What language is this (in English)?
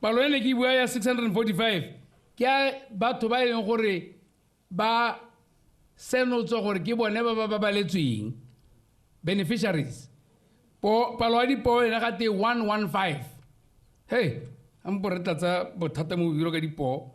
Tswana